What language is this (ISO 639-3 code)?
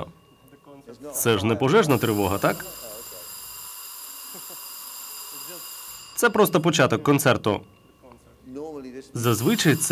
ukr